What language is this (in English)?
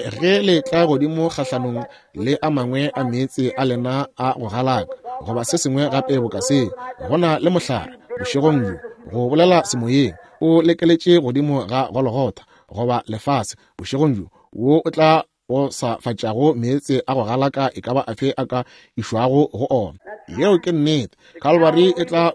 Northern Sotho